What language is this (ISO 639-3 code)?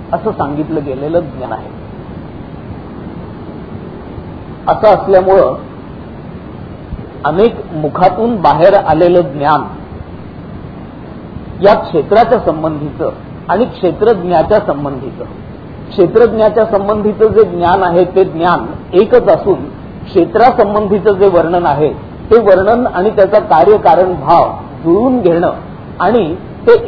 mar